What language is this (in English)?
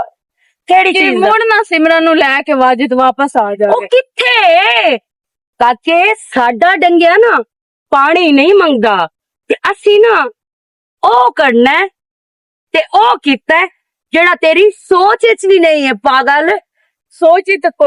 Western Panjabi